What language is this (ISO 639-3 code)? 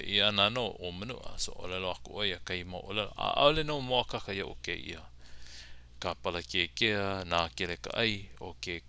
haw